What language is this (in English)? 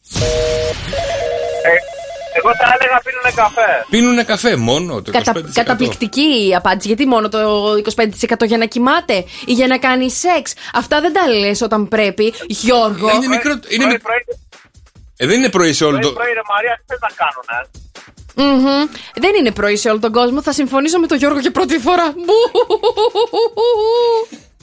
Greek